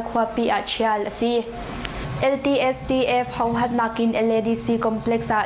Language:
Hakha Chin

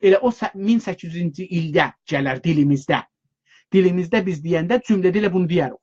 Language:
South Azerbaijani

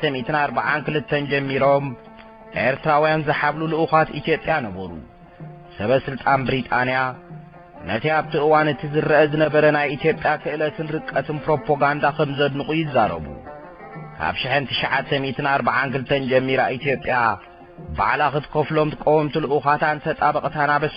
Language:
Tigrinya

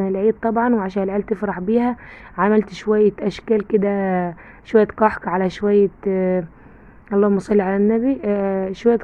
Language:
Egyptian Arabic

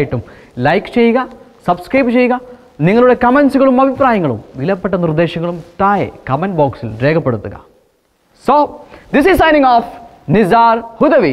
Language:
Malayalam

